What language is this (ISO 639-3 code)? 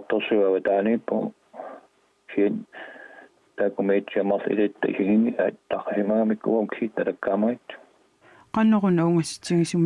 kal